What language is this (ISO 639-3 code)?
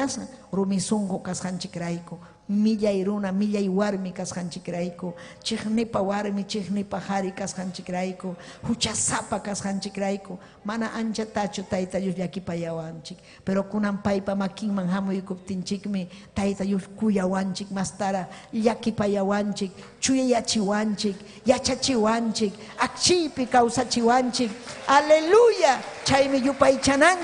quy